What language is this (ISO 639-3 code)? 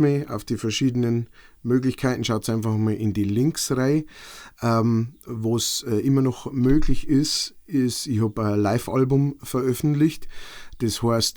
bar